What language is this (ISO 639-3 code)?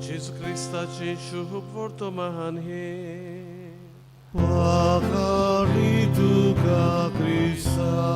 kok